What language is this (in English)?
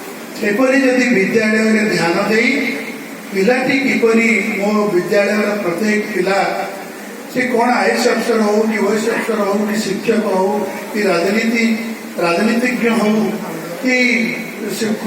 Odia